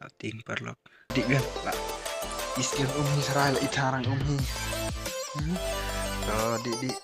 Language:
Khasi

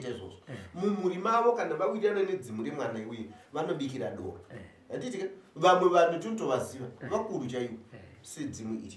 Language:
Shona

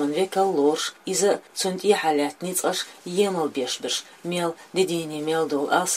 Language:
Chechen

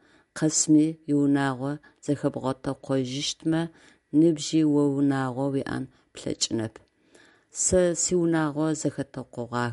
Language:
Adyghe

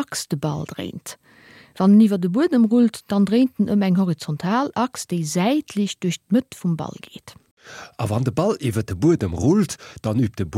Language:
Luxembourgish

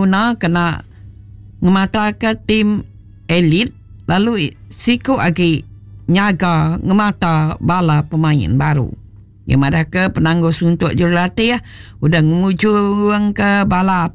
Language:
Iban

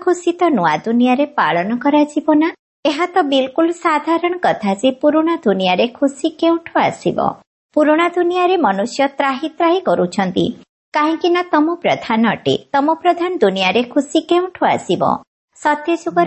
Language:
Odia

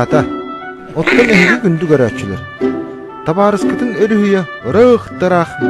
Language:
Yakut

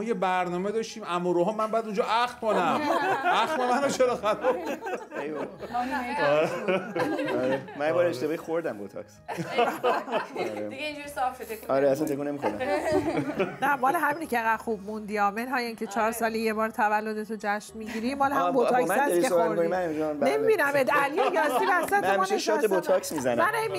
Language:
Persian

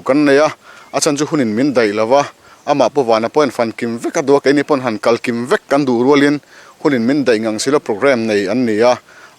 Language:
Mizo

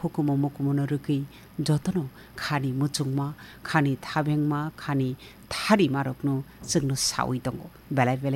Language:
Kok Borok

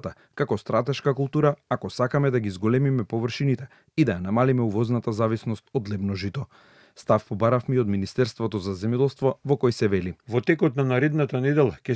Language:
Macedonian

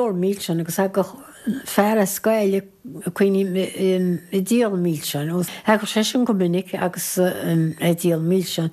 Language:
Irish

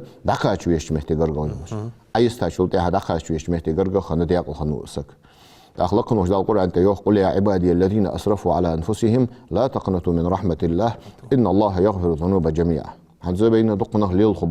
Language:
Ingush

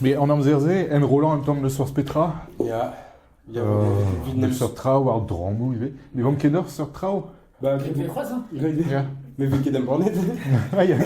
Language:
Breton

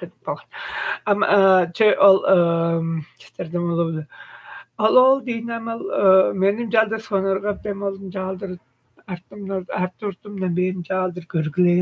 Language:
Tuvinian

